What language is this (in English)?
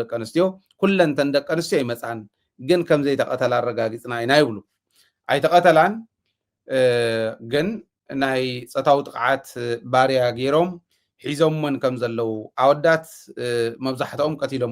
Tigrinya